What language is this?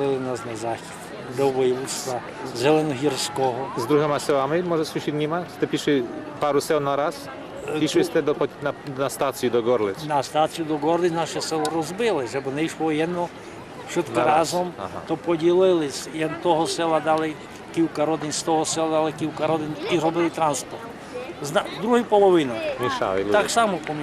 Rusyn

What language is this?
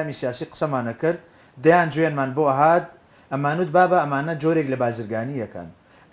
Central Kurdish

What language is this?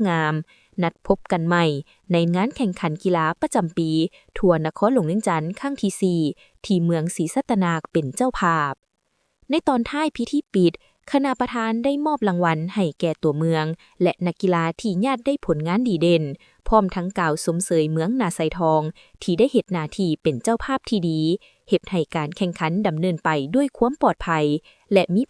Lao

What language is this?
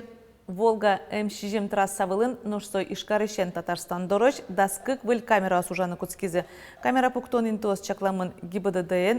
Udmurt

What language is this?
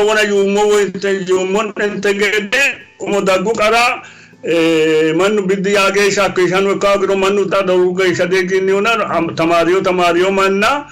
Sidamo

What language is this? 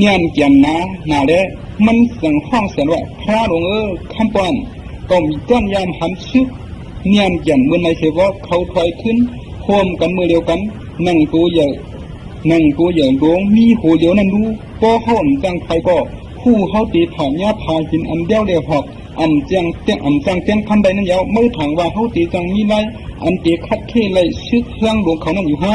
Shan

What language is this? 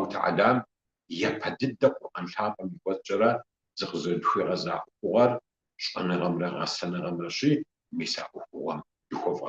Kabardian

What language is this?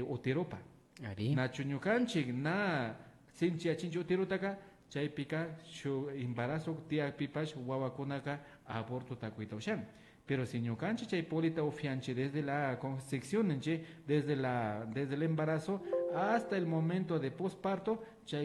Imbabura Highland Quichua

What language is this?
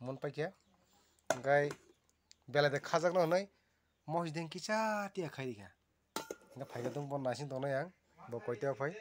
Kok Borok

